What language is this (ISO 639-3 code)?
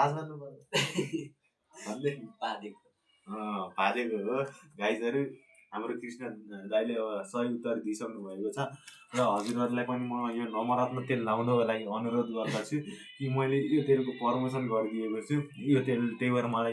nep